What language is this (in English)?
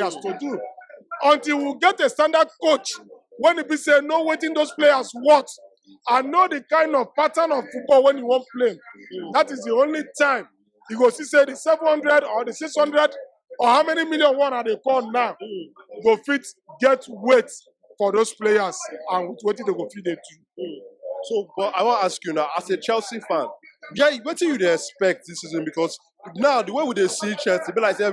Nigerian Pidgin